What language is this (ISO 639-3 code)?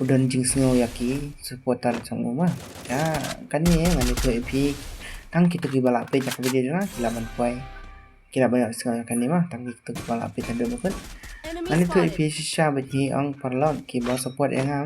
kha